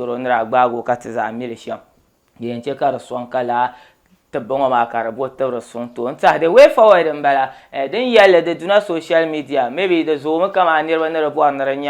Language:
Dagbani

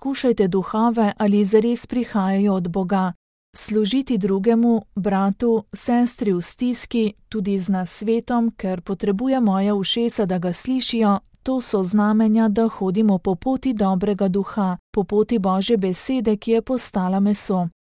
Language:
Slovenian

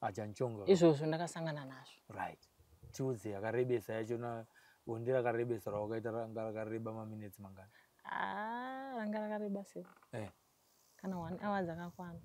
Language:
Shona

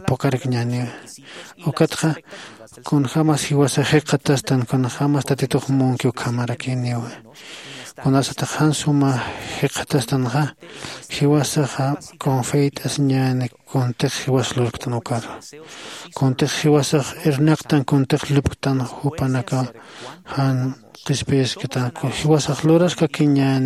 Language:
Aymara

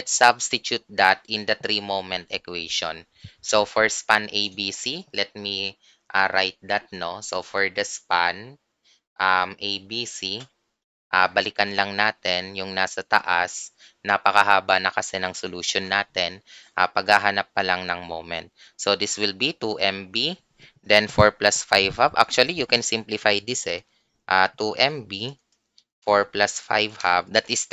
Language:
Filipino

